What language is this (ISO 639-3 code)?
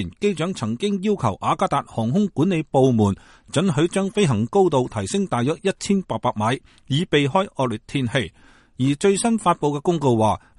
yue